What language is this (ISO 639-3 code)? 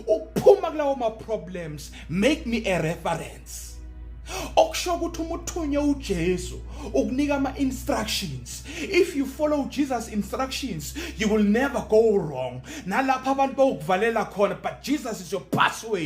zul